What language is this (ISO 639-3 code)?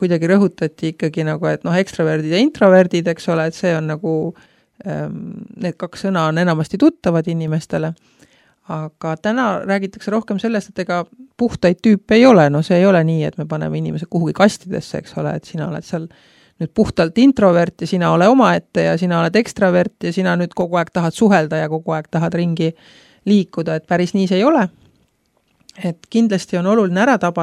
est